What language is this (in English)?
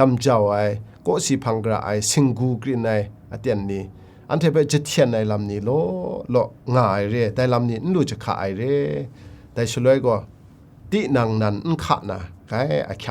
Kachin